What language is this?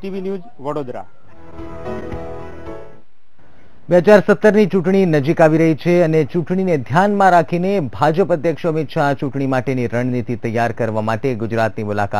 Gujarati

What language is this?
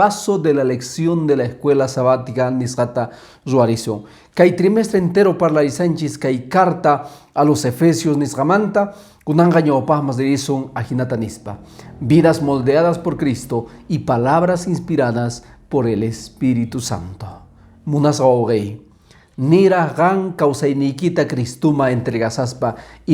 Quechua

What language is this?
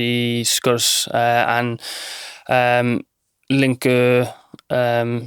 Welsh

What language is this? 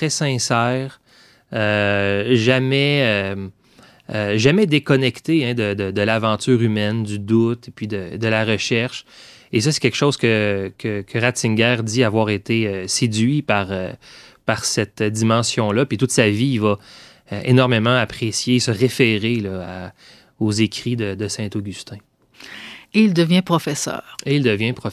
French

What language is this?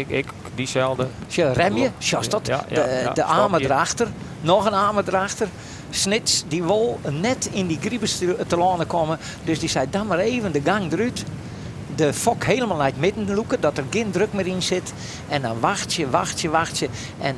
Western Frisian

